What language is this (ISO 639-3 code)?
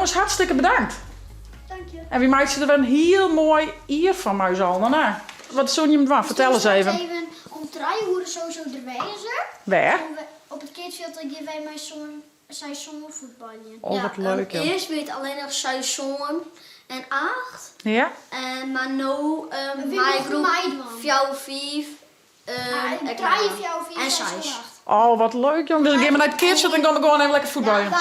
fry